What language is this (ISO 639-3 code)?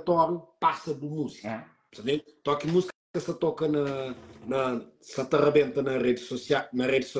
kea